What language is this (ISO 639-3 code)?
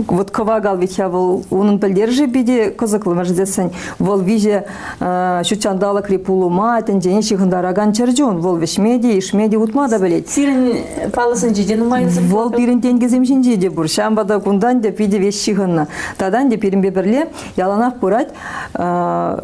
chv